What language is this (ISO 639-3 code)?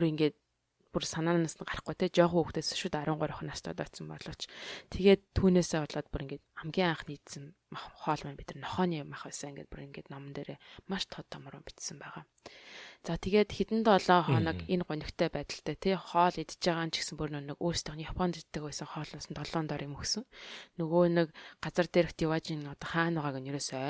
mon